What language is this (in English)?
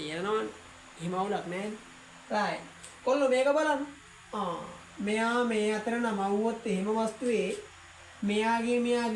Sinhala